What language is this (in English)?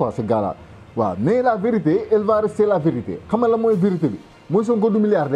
Wolof